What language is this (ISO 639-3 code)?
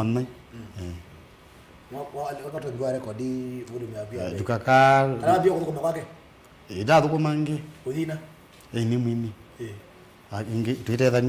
kam